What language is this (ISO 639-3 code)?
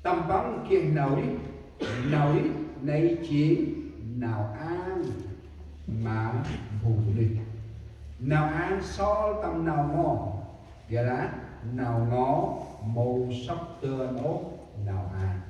cmo